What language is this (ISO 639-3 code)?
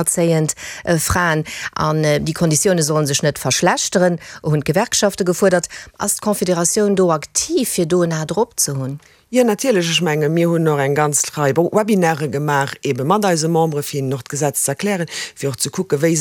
ltz